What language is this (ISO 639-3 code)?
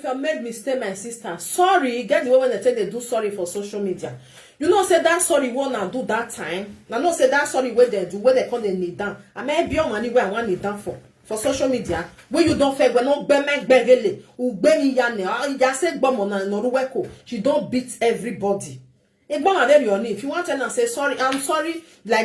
pcm